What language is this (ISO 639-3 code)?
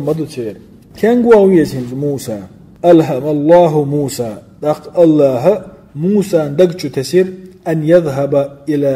che